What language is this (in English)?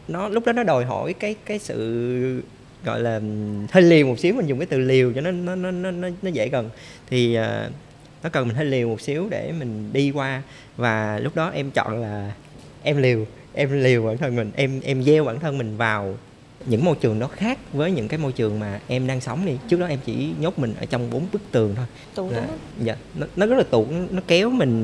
Vietnamese